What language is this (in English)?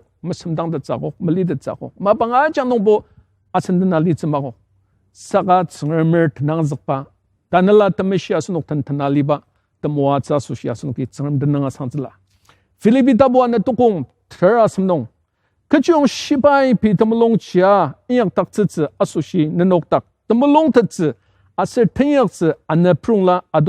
Ao Naga